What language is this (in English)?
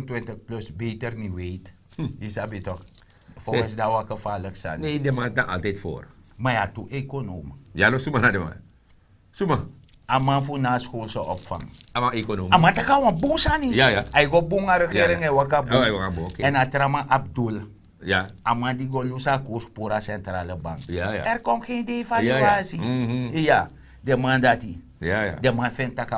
Sranan Tongo